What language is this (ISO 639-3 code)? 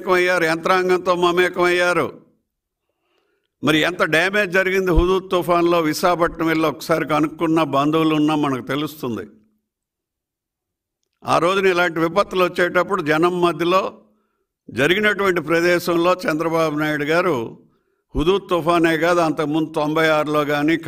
tel